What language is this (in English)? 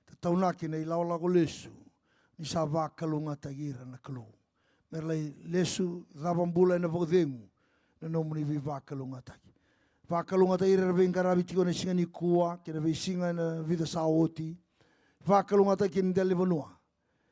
Fijian